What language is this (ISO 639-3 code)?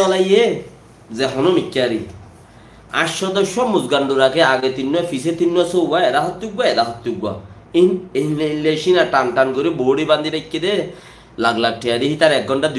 rhg